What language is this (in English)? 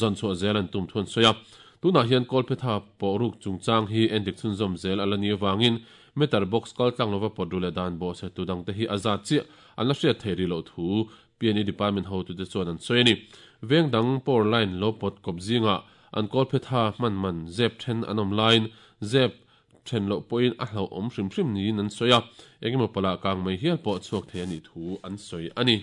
Mizo